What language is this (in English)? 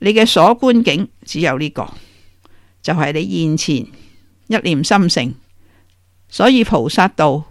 Cantonese